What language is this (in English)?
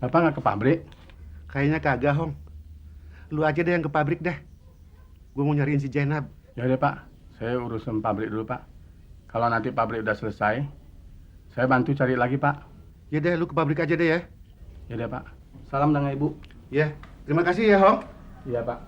Betawi